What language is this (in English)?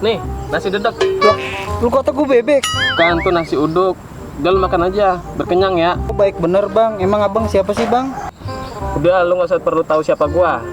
Betawi